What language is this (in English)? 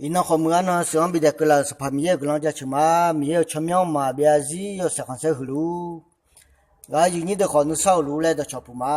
Akha